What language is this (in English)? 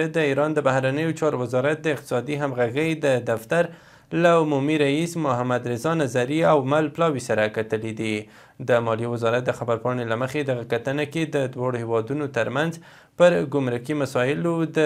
Pashto